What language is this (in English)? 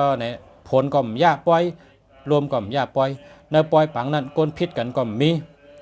Shan